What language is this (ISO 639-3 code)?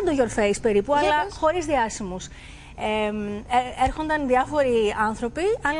ell